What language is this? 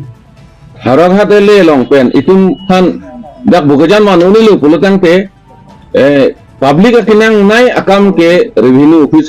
Karbi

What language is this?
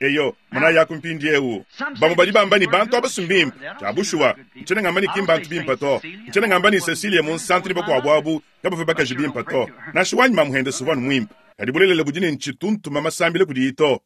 Luba-Lulua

